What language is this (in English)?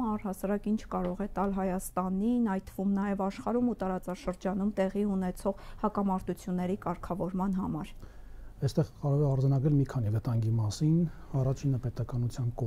Armenian